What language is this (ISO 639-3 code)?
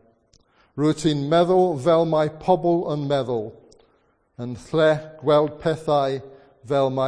cym